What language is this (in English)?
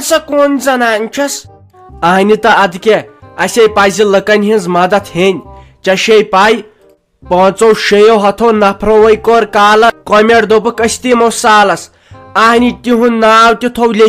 Kashmiri